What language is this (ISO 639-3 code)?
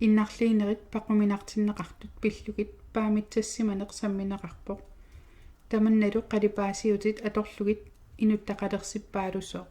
kal